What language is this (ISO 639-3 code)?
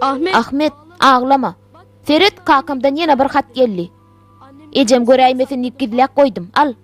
tuk